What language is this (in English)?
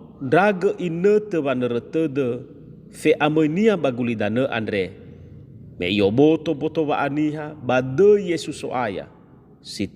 Nias